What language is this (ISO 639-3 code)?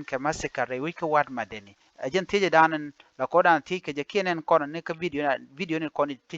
nus